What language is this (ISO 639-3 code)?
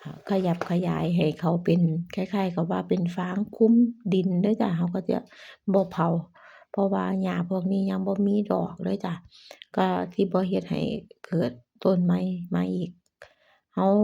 lao